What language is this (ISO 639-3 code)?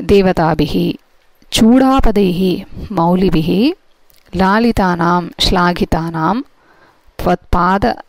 san